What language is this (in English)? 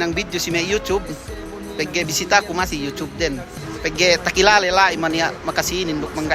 Yakan